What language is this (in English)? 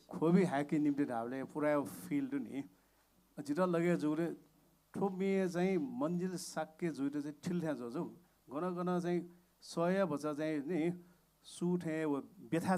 Newari